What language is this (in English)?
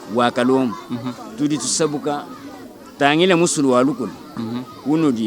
Luba-Lulua